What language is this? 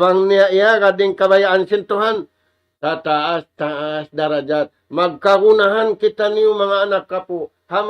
Tausug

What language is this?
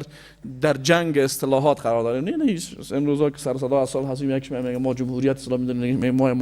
Persian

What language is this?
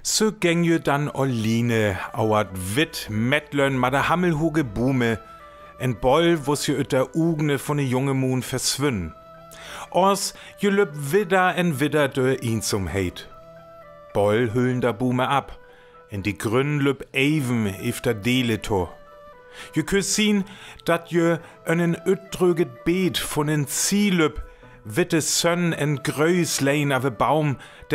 Northern Frisian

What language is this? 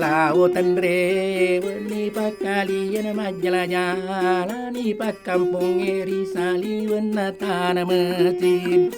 Buginese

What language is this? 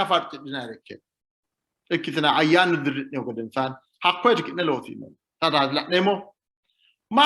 Sidamo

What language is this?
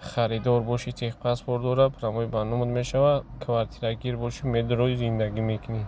Tajik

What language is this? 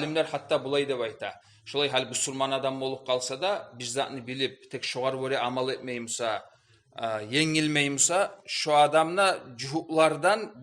Kumyk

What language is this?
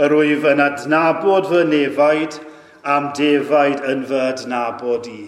Welsh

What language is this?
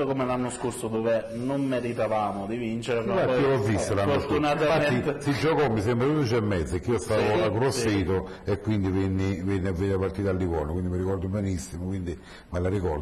Italian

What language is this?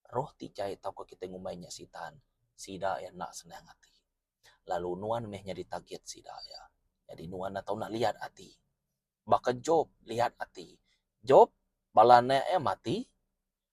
Iban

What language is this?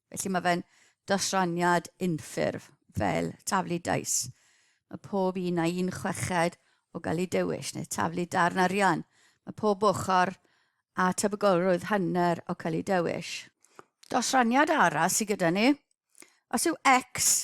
Welsh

